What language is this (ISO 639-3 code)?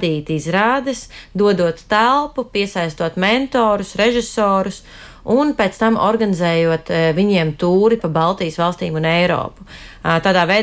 lav